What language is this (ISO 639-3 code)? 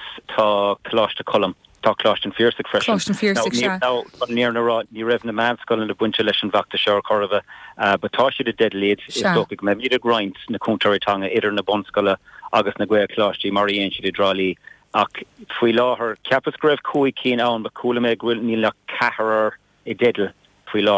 gle